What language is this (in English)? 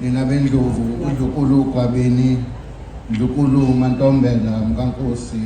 Zulu